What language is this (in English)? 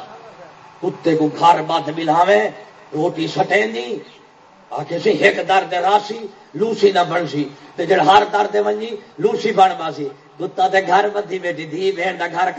Saraiki